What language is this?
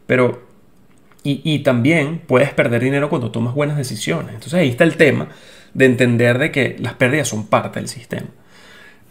Spanish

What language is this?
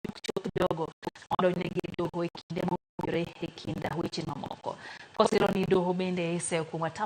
Luo (Kenya and Tanzania)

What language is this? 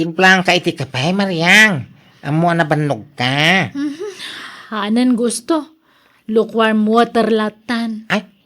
Iloko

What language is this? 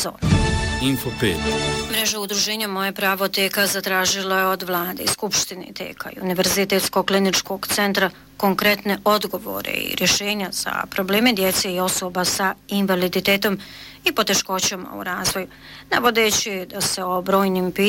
Bosnian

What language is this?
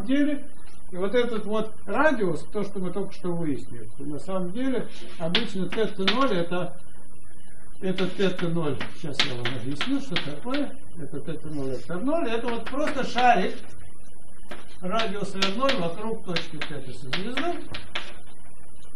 Russian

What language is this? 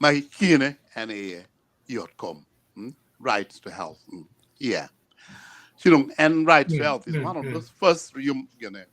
Acoli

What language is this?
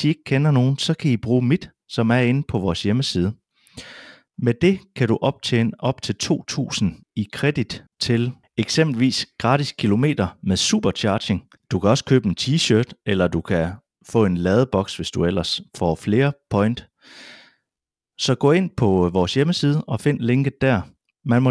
Danish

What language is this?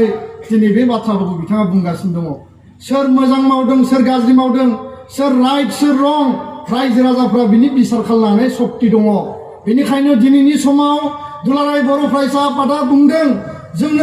Bodo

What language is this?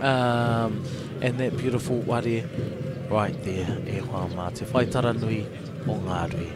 Māori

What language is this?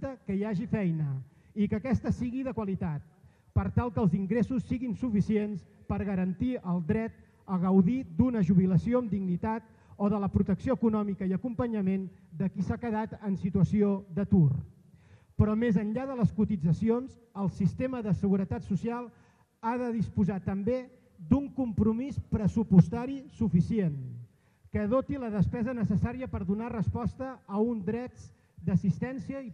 Catalan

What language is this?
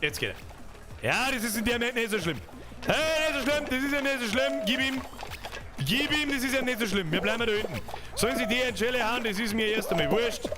Bavarian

